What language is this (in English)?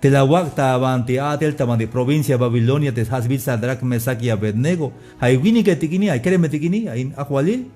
Tzeltal